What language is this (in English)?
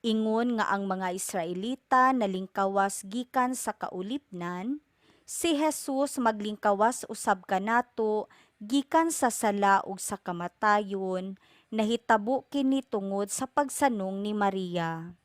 Cebuano